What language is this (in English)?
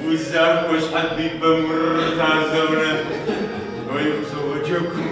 Kabardian